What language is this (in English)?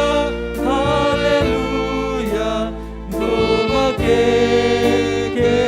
Batak Karo